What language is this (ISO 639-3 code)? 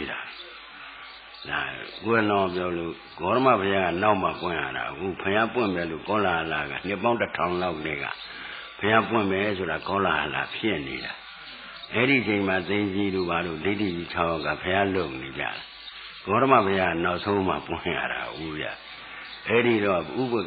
mya